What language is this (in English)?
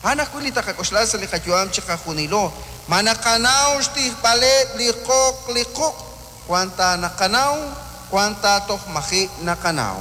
Kekchí